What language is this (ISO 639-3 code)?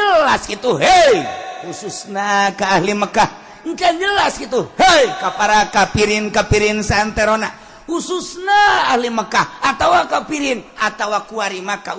sun